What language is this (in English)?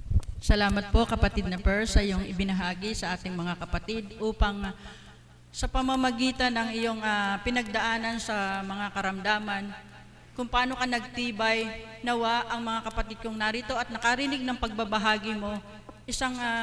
Filipino